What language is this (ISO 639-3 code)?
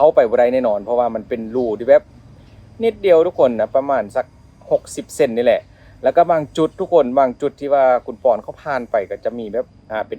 lao